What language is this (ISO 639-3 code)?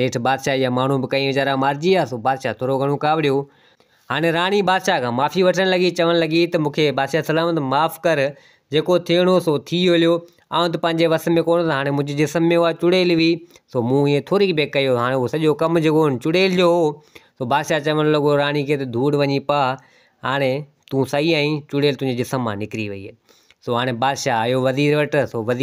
snd